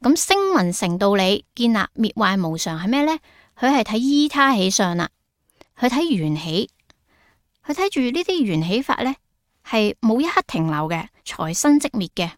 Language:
Cantonese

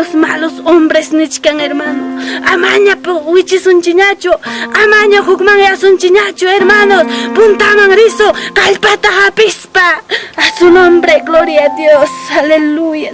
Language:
Ayacucho Quechua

